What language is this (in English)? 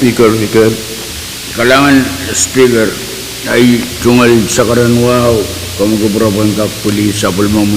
Pohnpeian